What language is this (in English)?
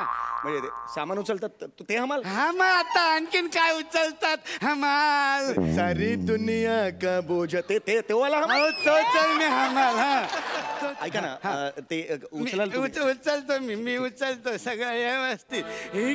Marathi